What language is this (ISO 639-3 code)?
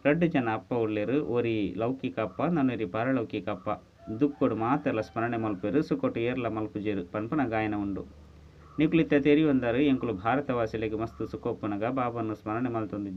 tcy